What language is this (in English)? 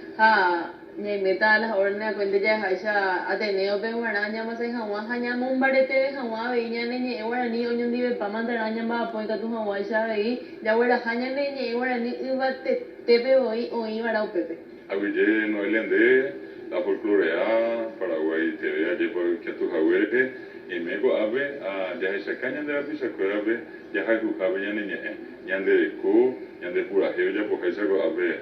Guarani